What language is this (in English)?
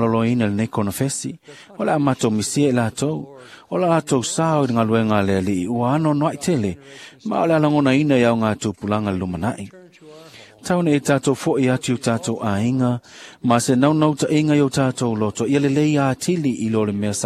Samoan